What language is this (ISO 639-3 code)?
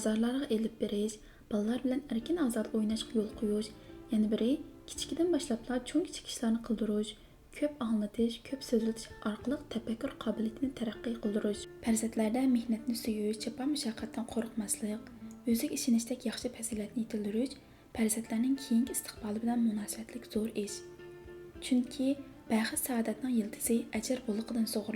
uig